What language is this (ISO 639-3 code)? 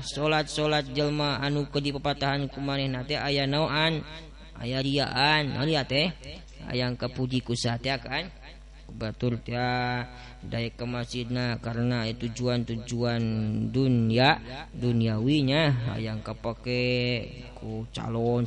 sun